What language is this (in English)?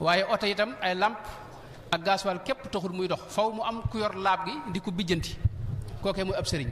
Wolof